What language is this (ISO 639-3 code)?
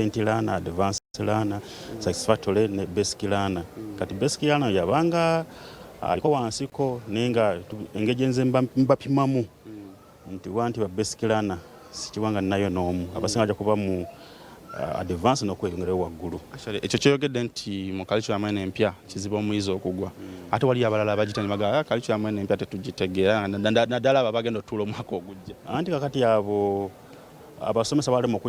lug